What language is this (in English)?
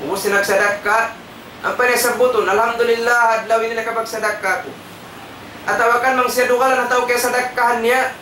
Tausug